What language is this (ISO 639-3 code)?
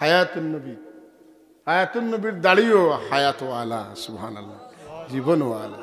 syl